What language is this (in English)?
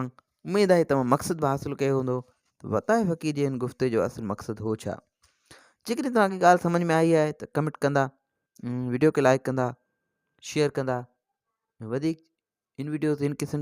Sindhi